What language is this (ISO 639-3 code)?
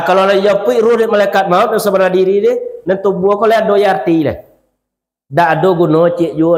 min